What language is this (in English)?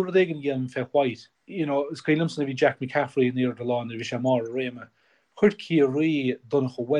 Irish